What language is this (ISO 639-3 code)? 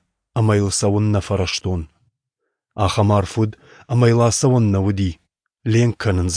oss